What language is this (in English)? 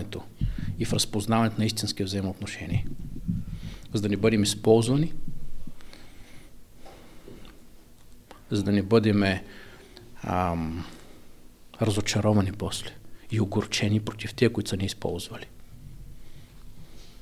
Bulgarian